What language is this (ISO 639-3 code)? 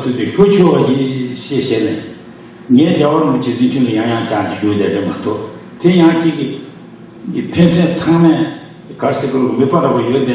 bod